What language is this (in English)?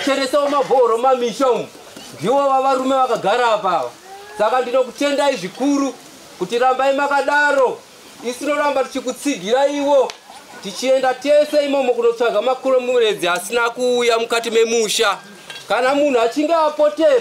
Shona